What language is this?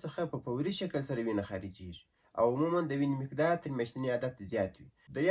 Pashto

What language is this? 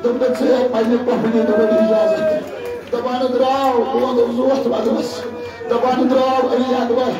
Kashmiri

